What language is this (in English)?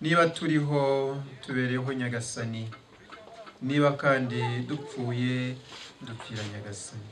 Kinyarwanda